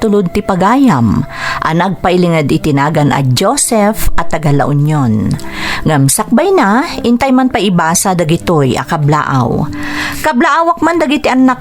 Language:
Iloko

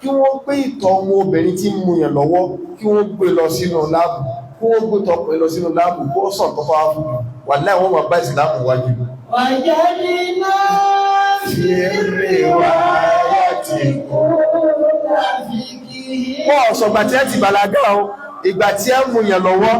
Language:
Yoruba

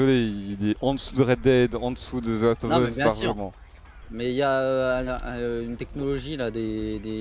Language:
French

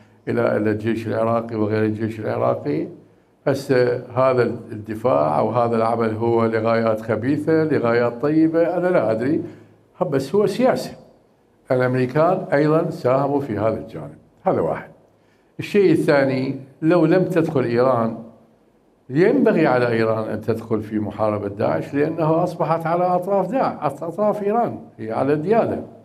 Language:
Mesopotamian Arabic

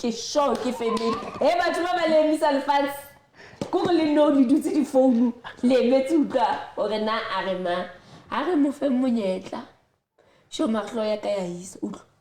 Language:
Southern Sotho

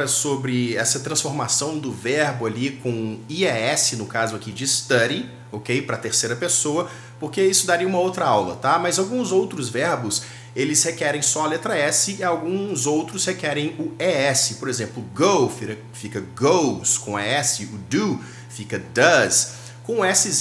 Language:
Portuguese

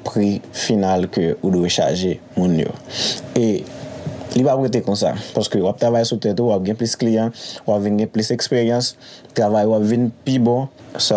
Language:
Haitian Creole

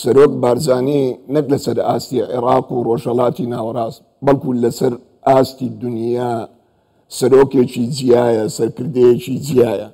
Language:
Central Kurdish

